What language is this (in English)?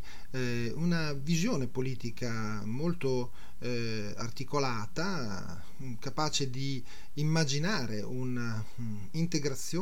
Italian